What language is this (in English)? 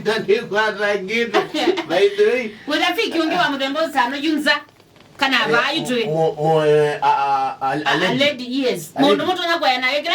Kamba